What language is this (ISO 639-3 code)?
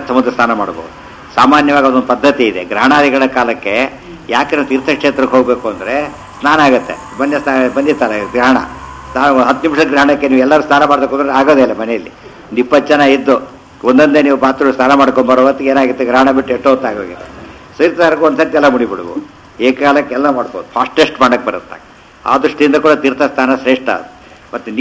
kan